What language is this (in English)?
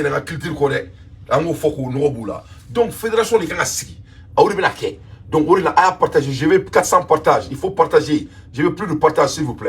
Bambara